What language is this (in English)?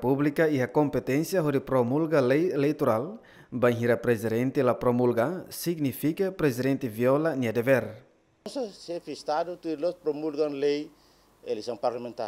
Tetum